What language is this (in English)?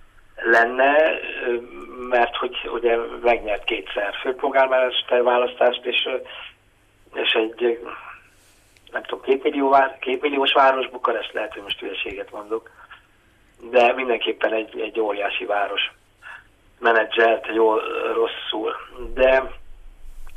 Hungarian